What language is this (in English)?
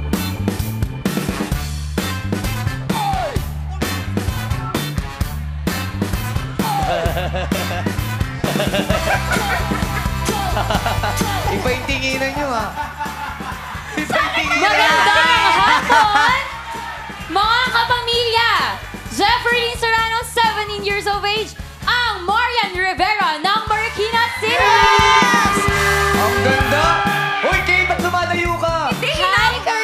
Filipino